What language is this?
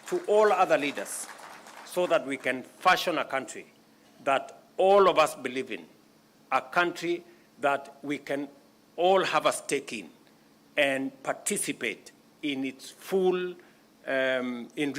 Kamba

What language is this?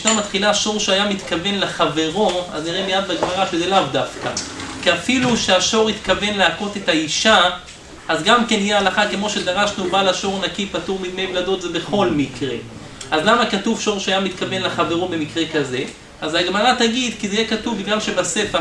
Hebrew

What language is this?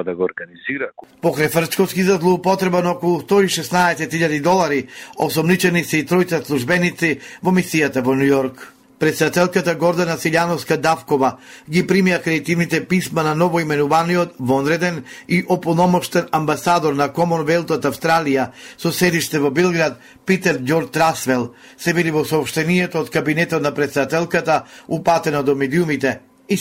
Macedonian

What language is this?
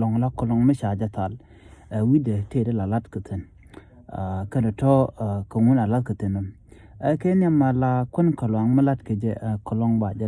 Nuer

